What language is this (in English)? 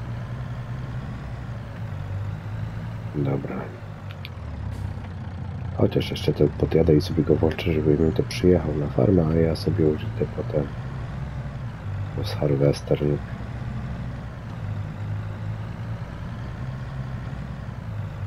Polish